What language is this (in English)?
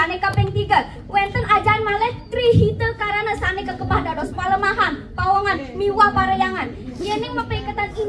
Balinese